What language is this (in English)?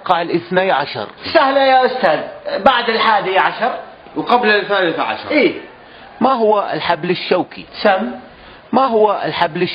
North Levantine Arabic